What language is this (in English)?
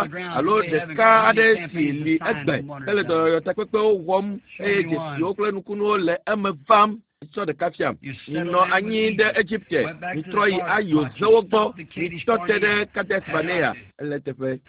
Ewe